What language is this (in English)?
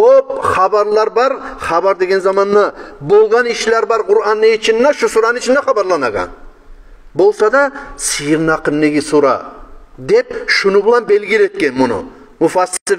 Kumyk